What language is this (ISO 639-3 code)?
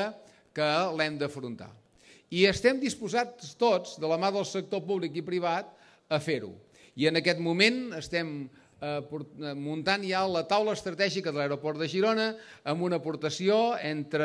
cat